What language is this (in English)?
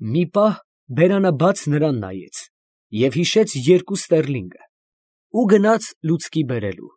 Armenian